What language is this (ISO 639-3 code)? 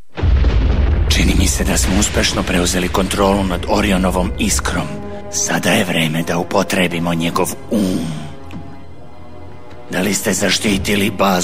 srp